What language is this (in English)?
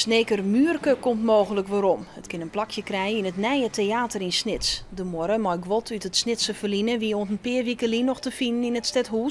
Western Frisian